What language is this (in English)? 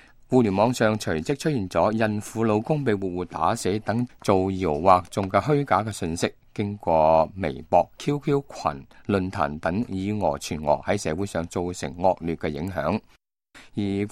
Cantonese